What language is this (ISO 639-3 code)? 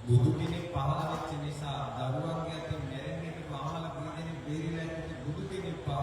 sin